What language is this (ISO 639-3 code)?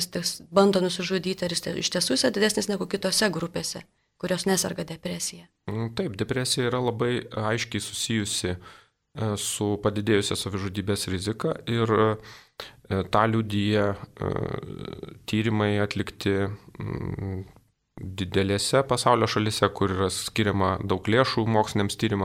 lit